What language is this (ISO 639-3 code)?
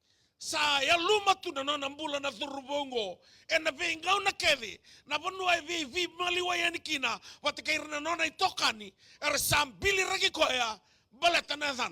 fij